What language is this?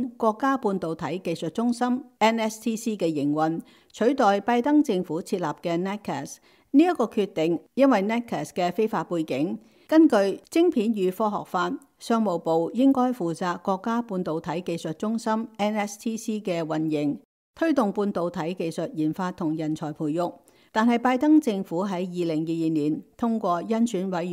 Cantonese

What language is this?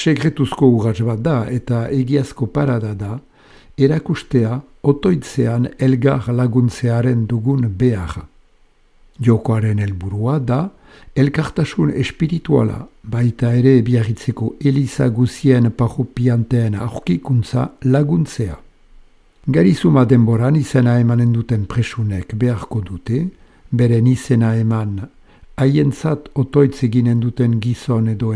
Basque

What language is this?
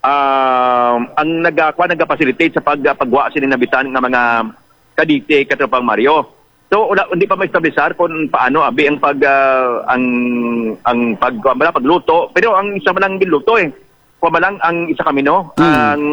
Hiligaynon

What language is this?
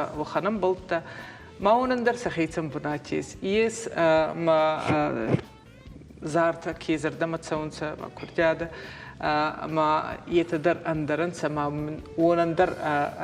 Ossetic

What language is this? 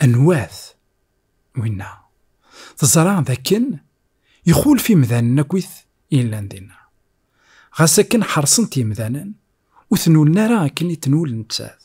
Kabyle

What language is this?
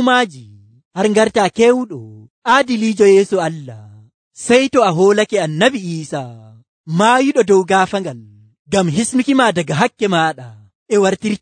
Nigerian Fulfulde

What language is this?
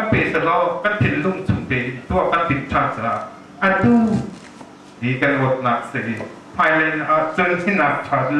Hakha Chin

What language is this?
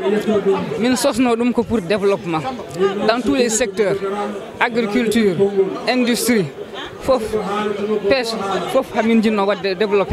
Fula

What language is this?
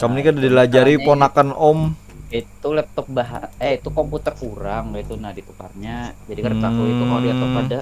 Banjar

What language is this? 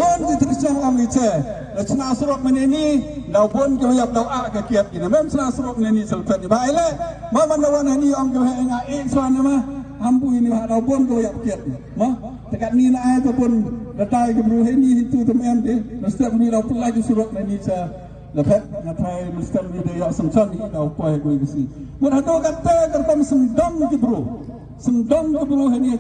Khasi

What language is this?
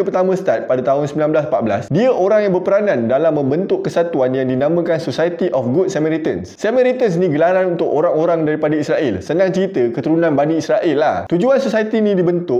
Malay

